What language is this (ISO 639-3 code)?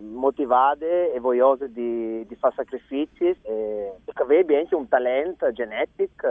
fur